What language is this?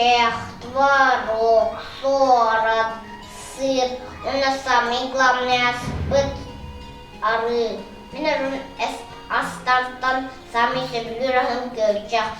Yakut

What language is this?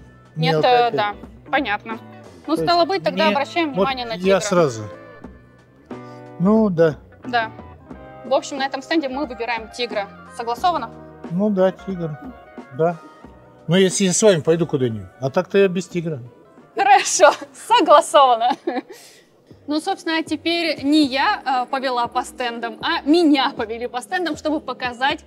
Russian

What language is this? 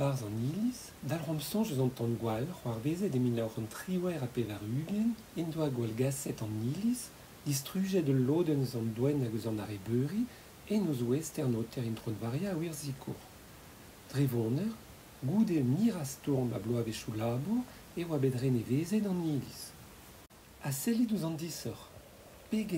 Breton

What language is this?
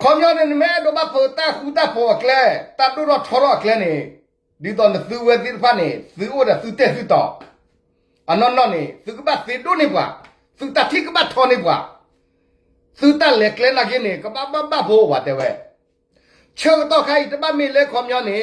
S'gaw Karen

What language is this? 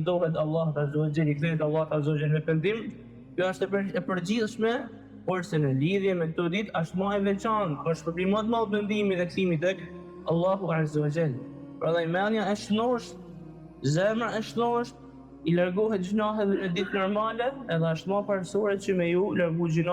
Albanian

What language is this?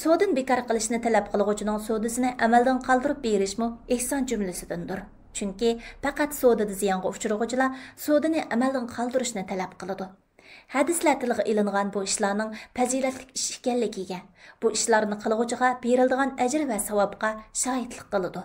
Uyghur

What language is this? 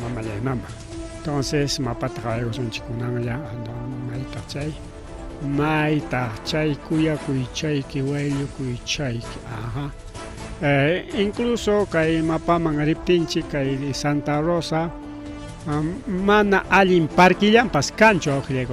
Ayacucho Quechua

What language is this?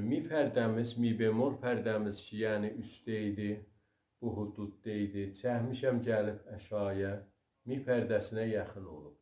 South Azerbaijani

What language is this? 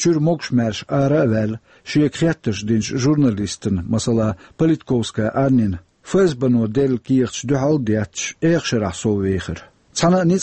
Chechen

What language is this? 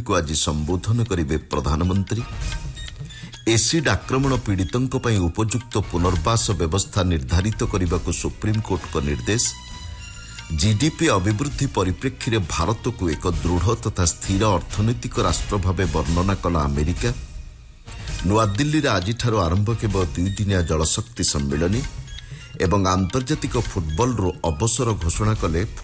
Odia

